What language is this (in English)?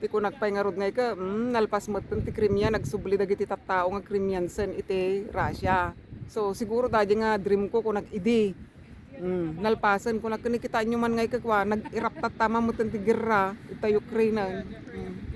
Iloko